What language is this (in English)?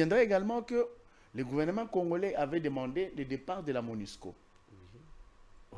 French